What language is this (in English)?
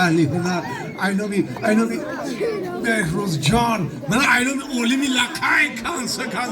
Tajik